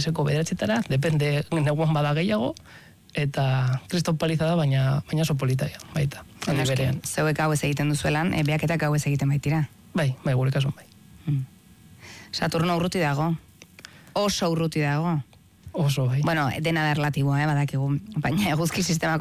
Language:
Basque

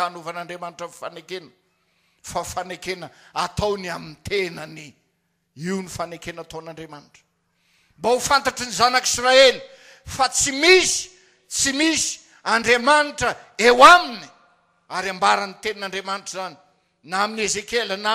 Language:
Malagasy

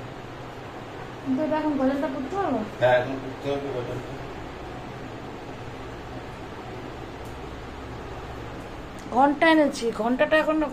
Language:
Bangla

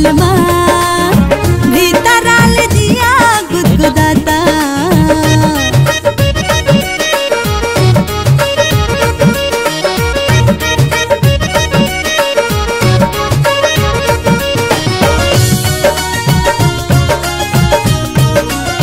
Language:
Bhojpuri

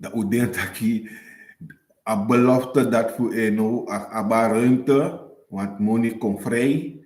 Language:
Sranan Tongo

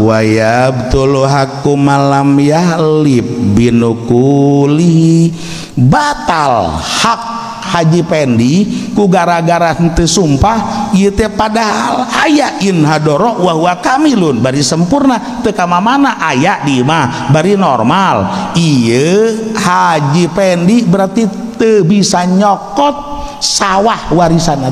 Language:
Sundanese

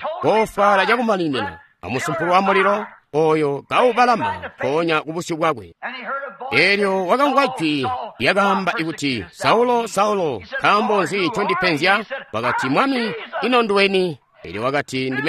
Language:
Tonga (Zambia)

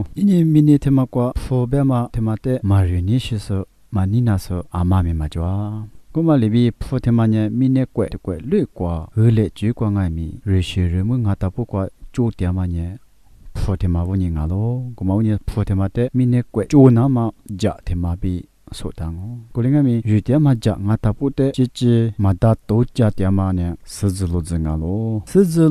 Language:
Lisu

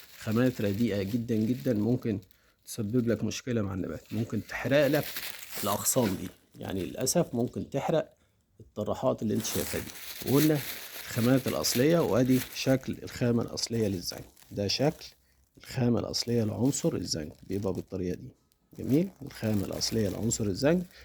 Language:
Egyptian Arabic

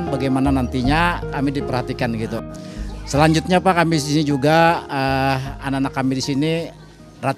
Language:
Banjar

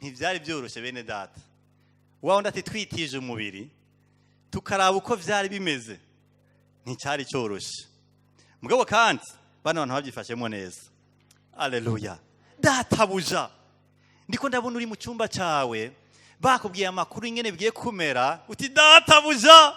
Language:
Rundi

